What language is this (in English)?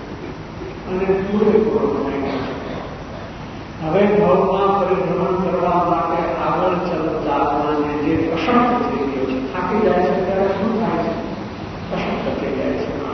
Gujarati